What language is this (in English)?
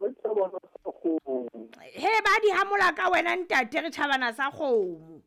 Southern Sotho